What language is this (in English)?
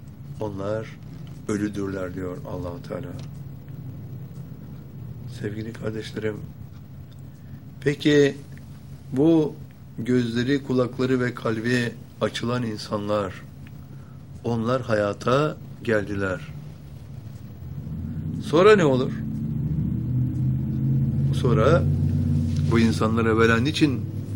Turkish